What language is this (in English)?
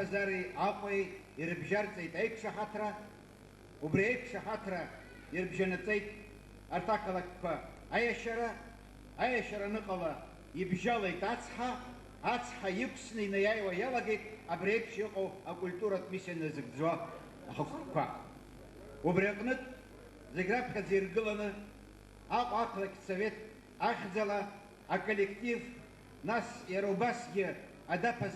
Abkhazian